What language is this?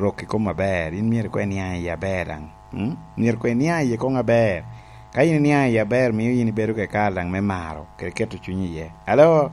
Lango (Uganda)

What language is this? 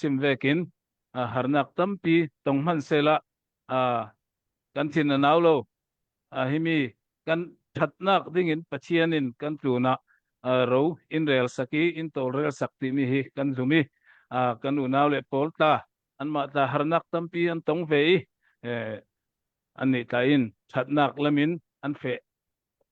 Hakha Chin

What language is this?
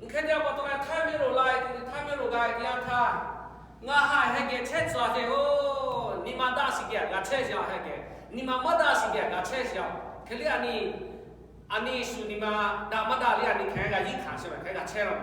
Lahu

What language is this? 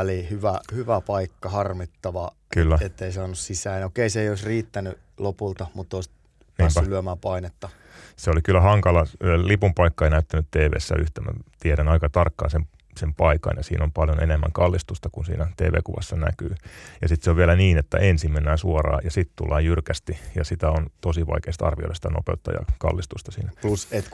Finnish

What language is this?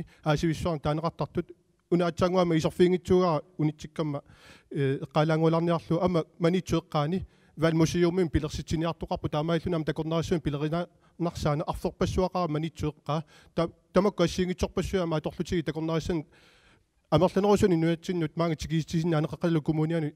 Kalaallisut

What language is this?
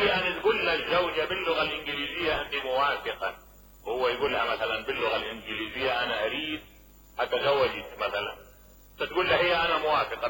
Mesopotamian Arabic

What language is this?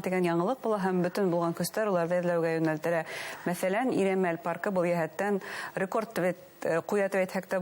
Bashkir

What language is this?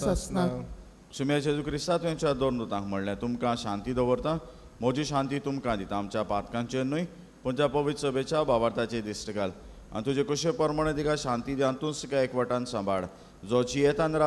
Konkani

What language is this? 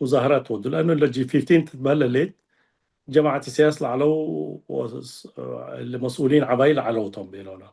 Tigre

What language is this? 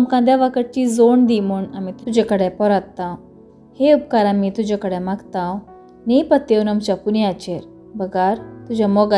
Konkani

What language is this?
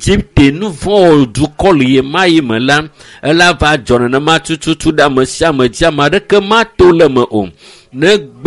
Ewe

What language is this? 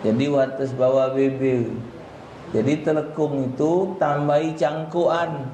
Musi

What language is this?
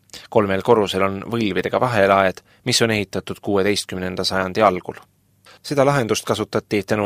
Estonian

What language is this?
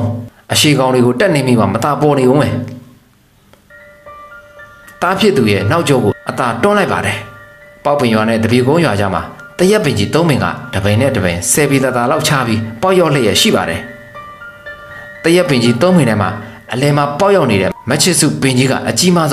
Burmese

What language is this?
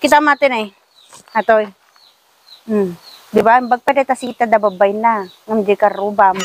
Iloko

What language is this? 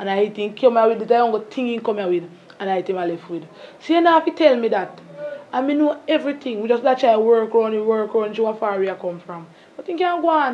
Jamaican Creole English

